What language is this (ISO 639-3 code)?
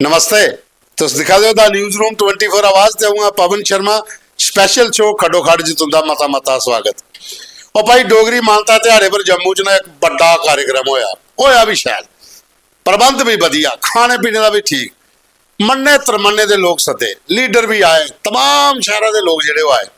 doi